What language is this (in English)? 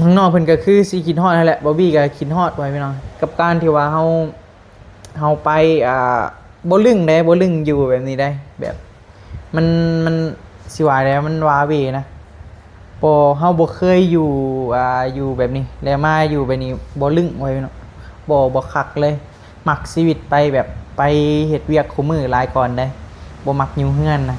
Northeastern Thai